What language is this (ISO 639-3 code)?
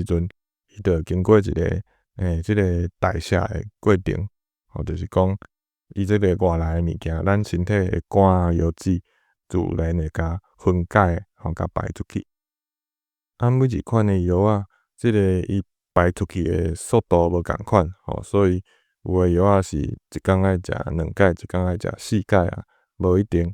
nan